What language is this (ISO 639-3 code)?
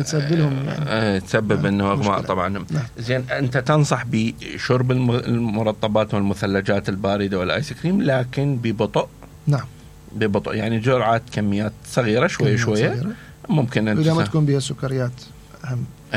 acm